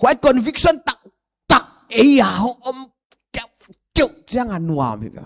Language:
Paite Chin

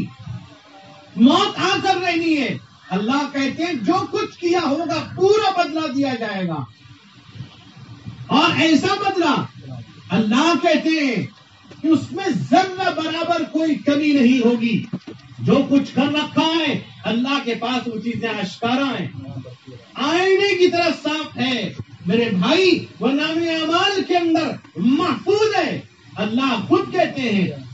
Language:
Urdu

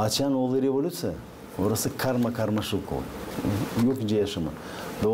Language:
Gagauz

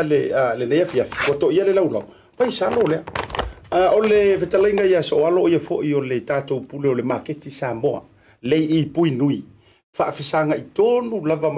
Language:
Samoan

